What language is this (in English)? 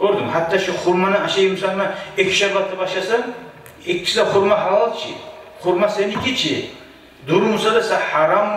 Kumyk